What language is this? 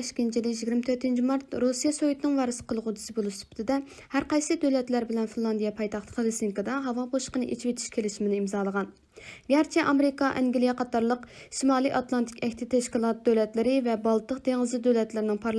Uyghur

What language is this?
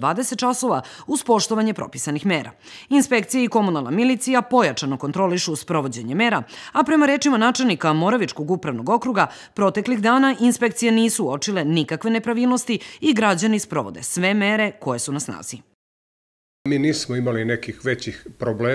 Serbian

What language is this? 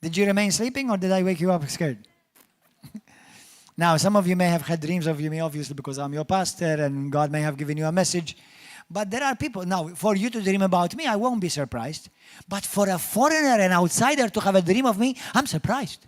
English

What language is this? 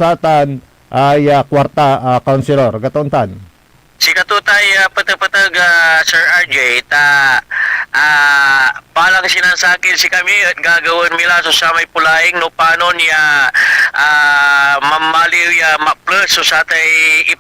Pangasinan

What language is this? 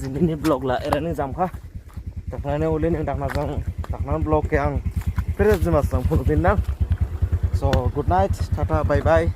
Dimasa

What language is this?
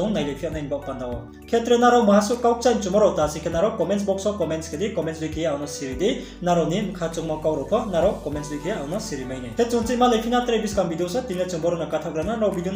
Riang (India)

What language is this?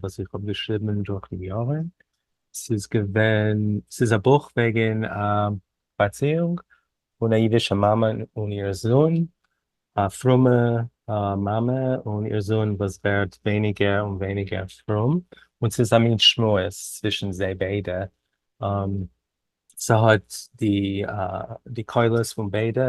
Yiddish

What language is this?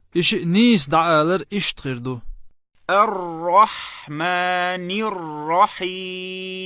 Chechen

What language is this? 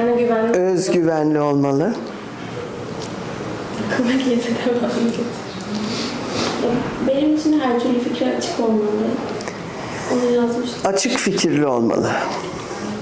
Turkish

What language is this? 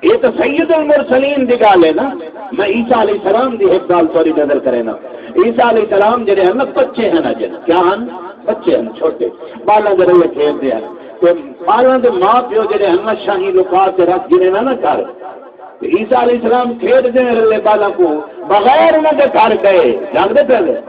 Saraiki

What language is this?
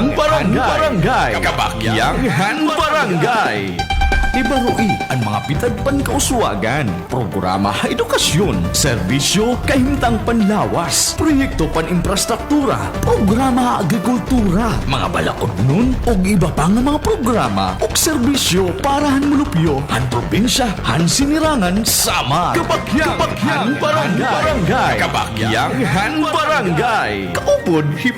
Waray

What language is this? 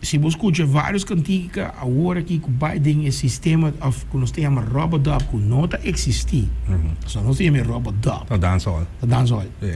Papiamento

